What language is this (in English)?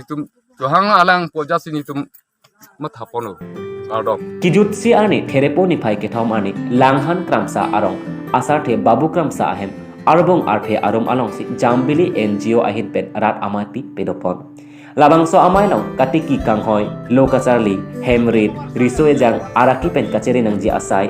Karbi